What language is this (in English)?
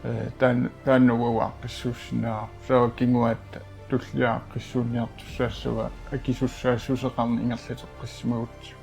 Kalaallisut